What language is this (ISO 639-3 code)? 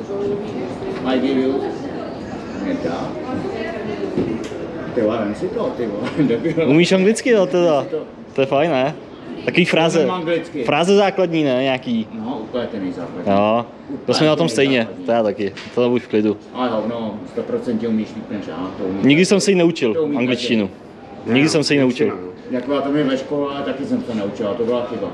ces